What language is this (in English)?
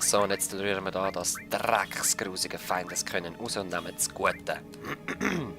Swiss German